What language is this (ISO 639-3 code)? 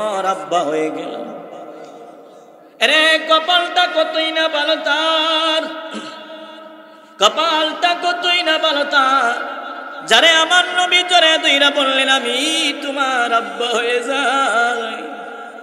ben